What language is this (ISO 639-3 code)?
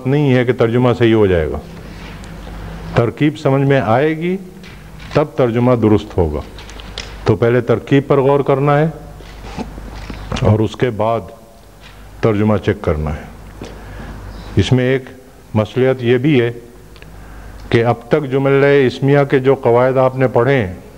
urd